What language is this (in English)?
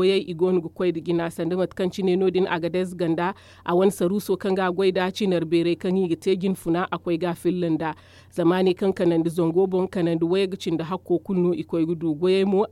Zarma